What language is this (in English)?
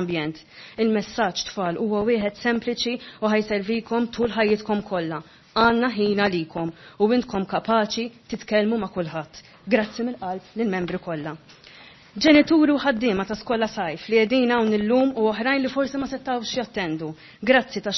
Maltese